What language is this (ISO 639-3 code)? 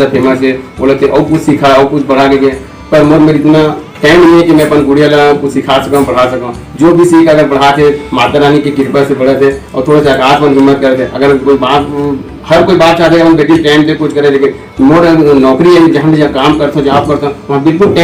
hne